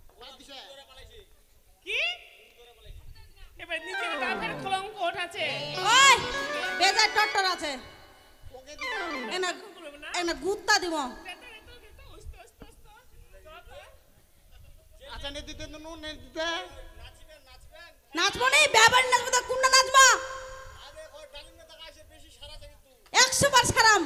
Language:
Bangla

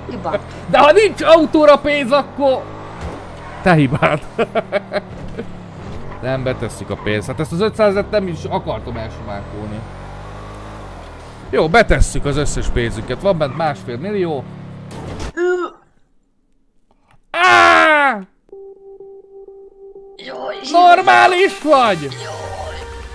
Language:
Hungarian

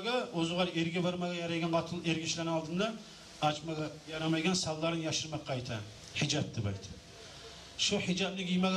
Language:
Kumyk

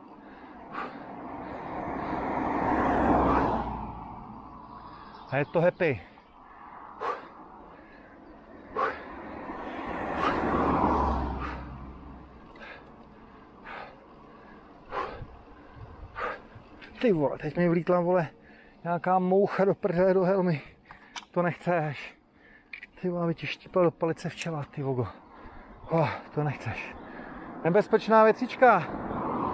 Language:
Czech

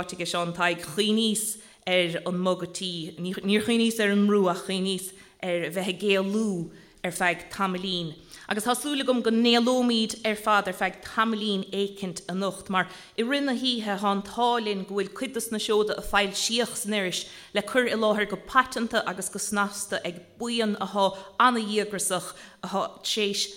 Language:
Irish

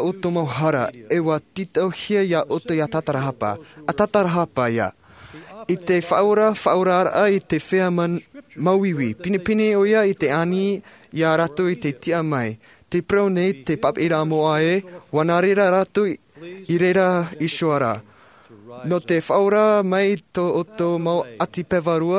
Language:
Tahitian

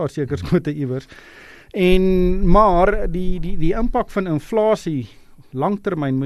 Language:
Afrikaans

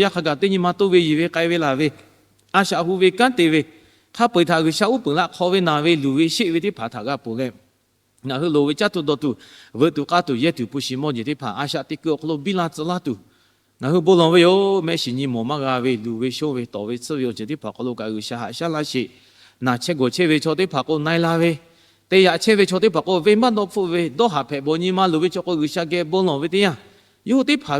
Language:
Lahu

